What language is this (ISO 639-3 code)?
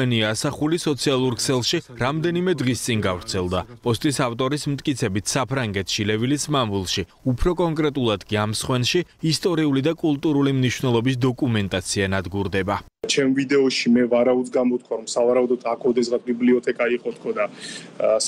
kat